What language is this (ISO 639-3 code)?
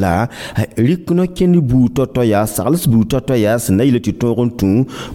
mos